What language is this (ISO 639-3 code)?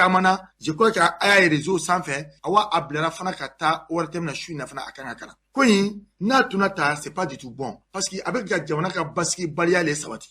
bam